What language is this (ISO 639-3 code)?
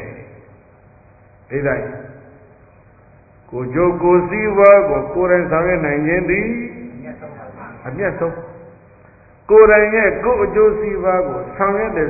mya